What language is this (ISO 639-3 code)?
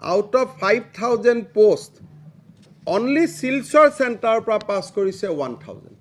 asm